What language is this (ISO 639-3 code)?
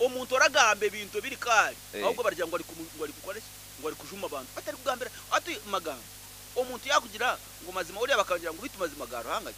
nyn